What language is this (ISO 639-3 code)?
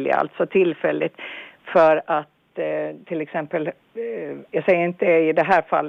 swe